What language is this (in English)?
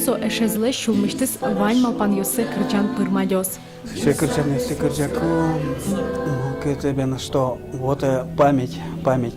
Udmurt